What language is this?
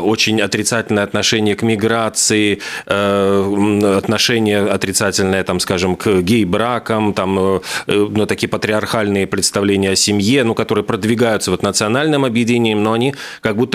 Russian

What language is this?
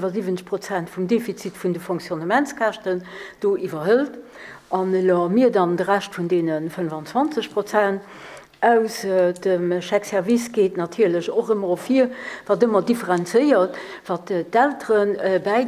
Luxembourgish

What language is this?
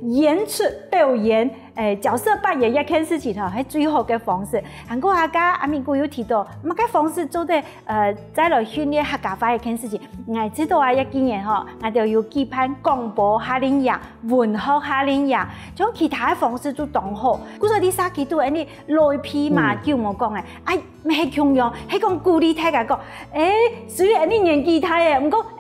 Hakka Chinese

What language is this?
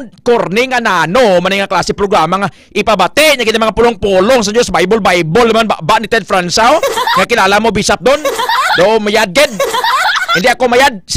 Hiligaynon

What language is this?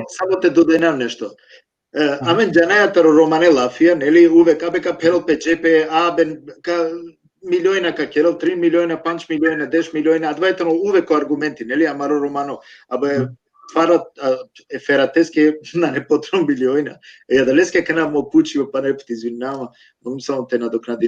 Balkan Romani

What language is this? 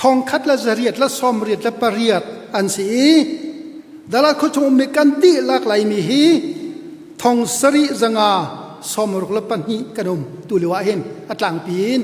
Hakha Chin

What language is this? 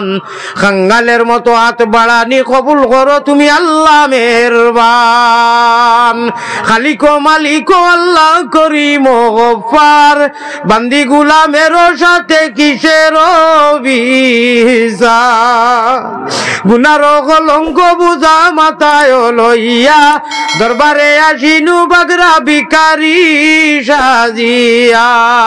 Sylheti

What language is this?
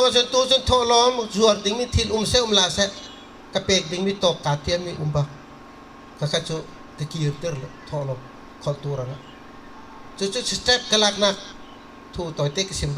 Bawm Chin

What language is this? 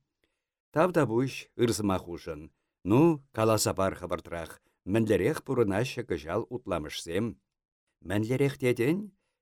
Chuvash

